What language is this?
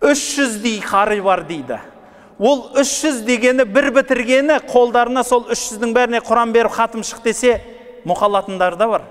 Kazakh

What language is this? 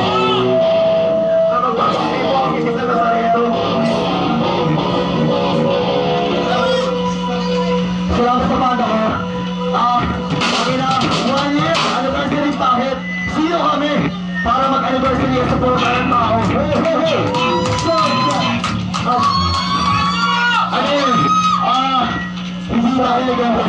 Filipino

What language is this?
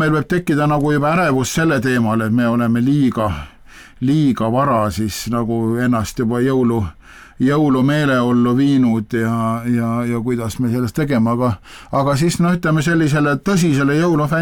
Estonian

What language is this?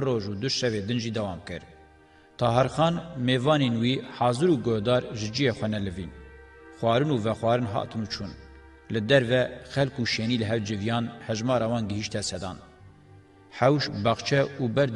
Kurdish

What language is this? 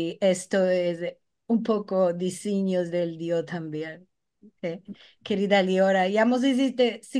Ladino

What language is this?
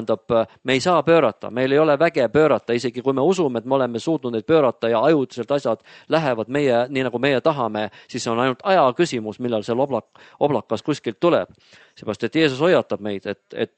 Estonian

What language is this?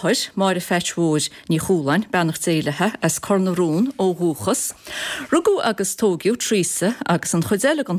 Irish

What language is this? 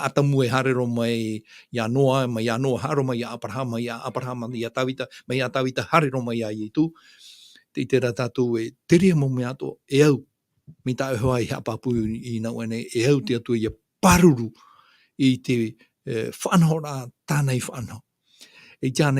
Tahitian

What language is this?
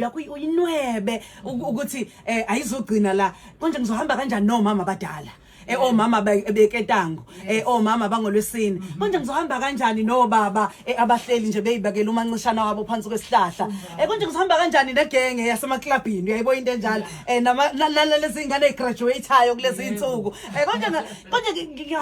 Zulu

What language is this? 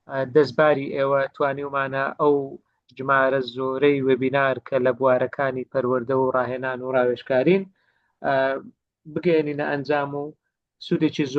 Central Kurdish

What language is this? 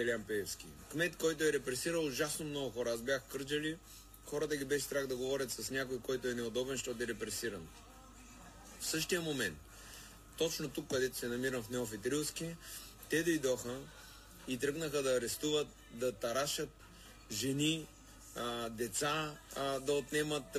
Bulgarian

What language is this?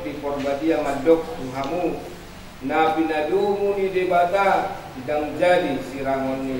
Batak Toba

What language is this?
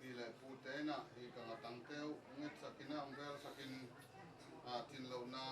Tedim Chin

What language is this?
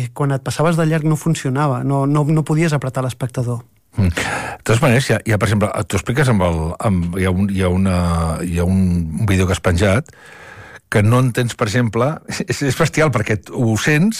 Catalan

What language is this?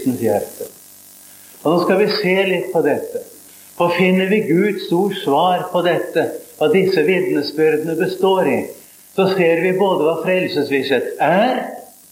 Norwegian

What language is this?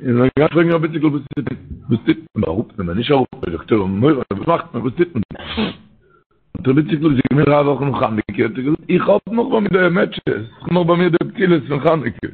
Yiddish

